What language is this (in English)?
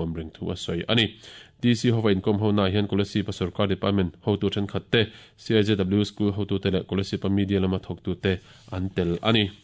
Mizo